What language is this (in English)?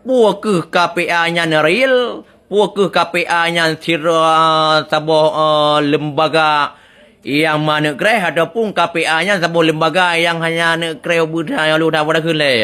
Achinese